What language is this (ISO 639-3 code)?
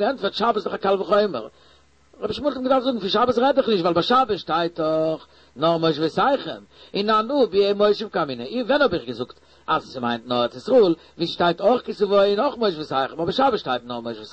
yid